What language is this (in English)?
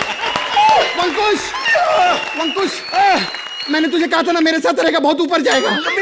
Hindi